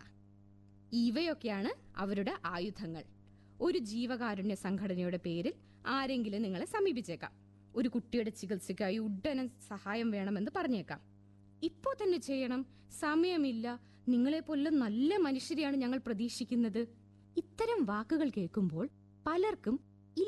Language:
Malayalam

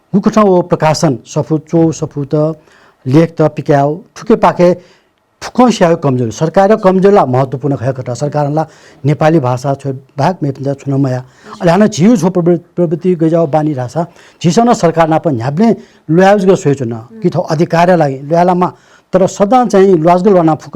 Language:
Newari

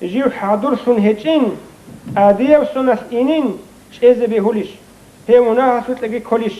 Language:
Avaric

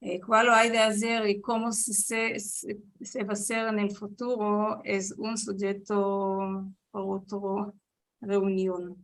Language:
Ladino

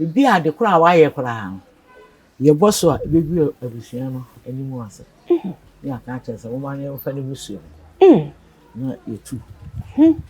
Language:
Akan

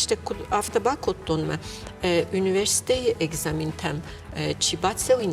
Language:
Ossetic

